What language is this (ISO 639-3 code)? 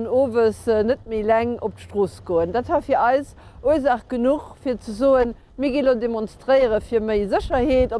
ltz